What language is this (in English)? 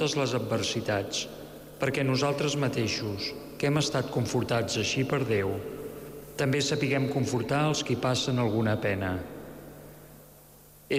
Catalan